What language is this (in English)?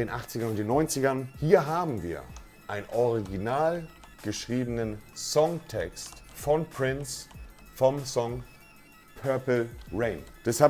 Swiss German